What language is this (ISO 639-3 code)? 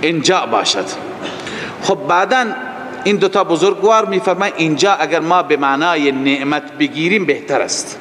fas